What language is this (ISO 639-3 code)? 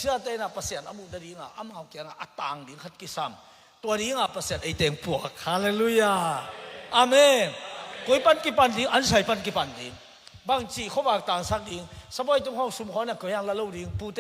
ctd